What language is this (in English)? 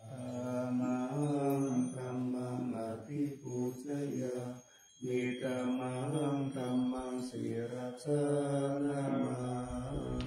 Pali